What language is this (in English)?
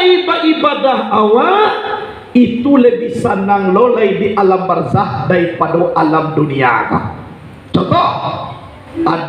Minangkabau